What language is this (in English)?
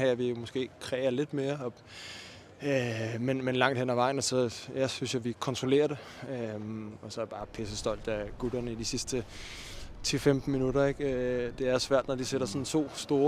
Danish